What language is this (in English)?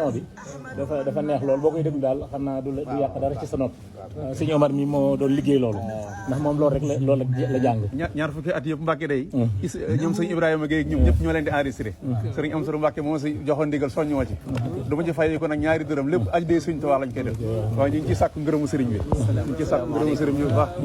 Wolof